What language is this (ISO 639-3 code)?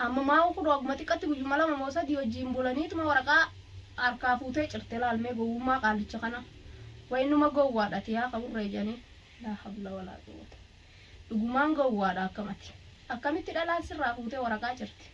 orm